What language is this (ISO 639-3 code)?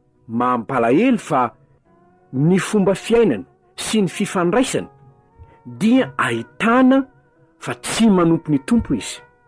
mlg